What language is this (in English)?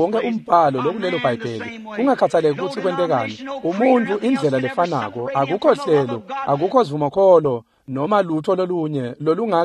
Swati